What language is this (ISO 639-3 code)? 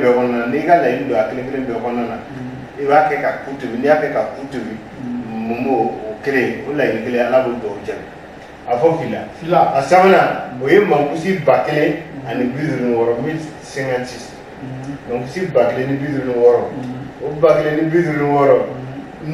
bam